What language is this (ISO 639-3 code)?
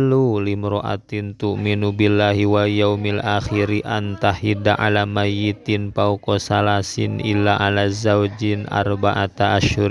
sun